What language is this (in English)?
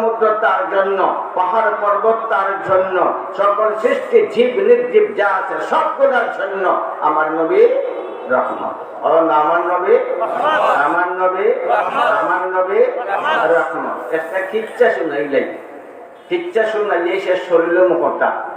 Sylheti